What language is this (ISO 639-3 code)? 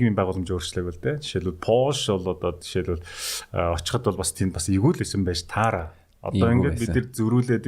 mon